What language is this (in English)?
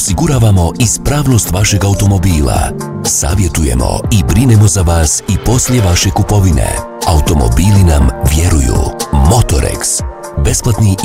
Bosnian